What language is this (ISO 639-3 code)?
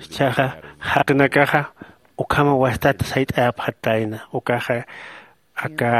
aym